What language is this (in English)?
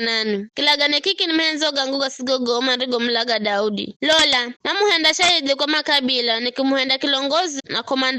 Giryama